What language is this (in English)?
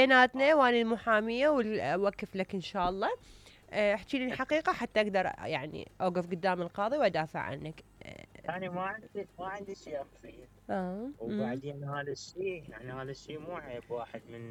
Mesopotamian Arabic